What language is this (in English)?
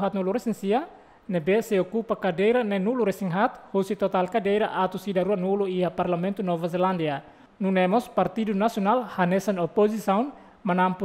Tetum